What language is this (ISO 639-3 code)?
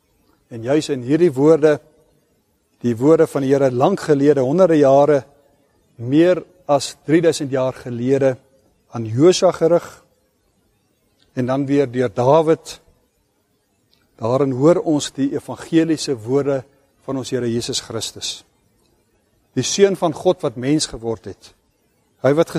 afr